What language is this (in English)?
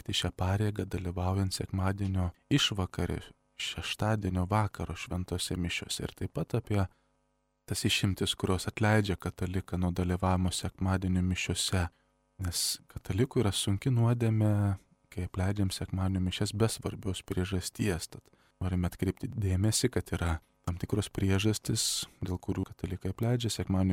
Lithuanian